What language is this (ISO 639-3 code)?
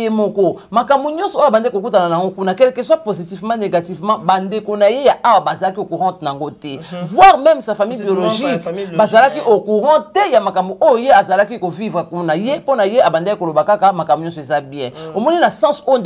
lin